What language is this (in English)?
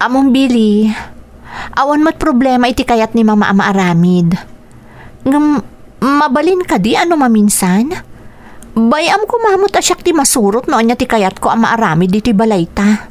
Iloko